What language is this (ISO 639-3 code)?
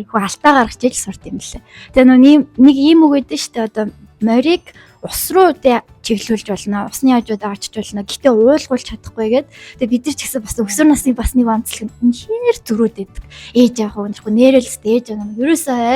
mon